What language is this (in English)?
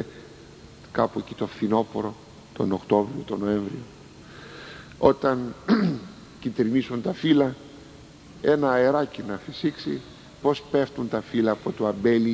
Greek